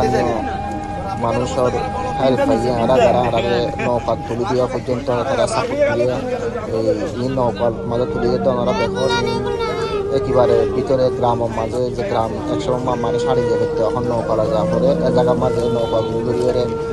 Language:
Rohingya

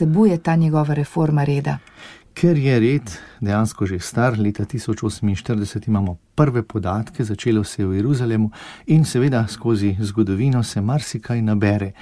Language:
Slovenian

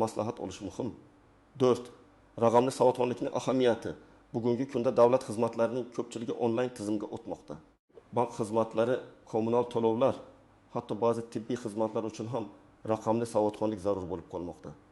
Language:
Uzbek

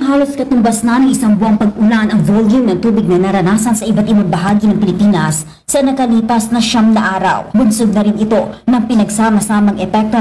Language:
Filipino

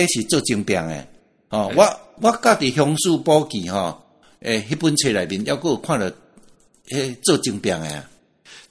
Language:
Min Nan Chinese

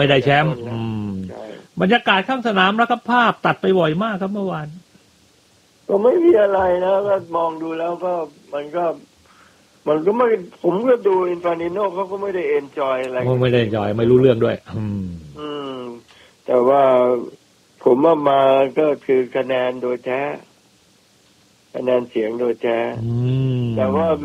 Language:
Thai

